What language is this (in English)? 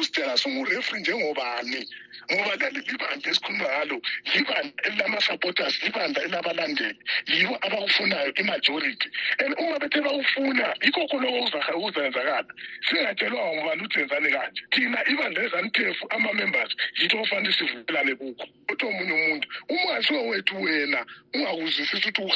North Ndebele